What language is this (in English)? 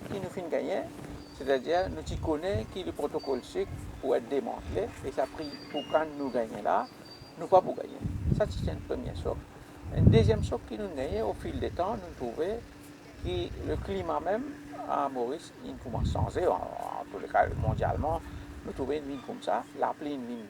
Morisyen